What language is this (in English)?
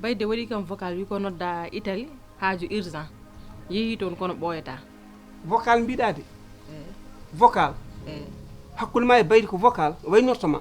Fula